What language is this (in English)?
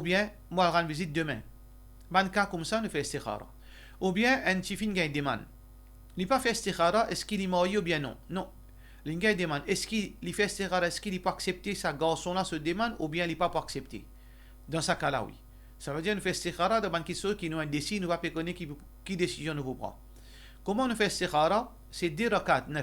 Morisyen